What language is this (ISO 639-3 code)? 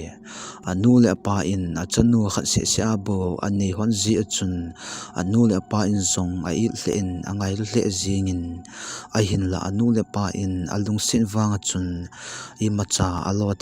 tcz